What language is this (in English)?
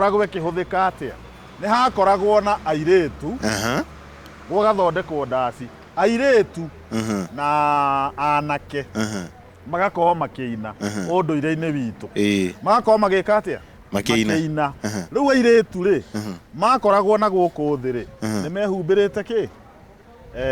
Kikuyu